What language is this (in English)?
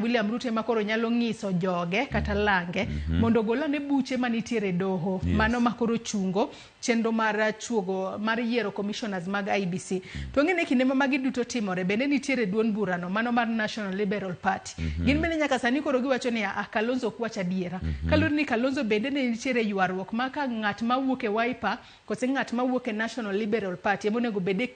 Luo (Kenya and Tanzania)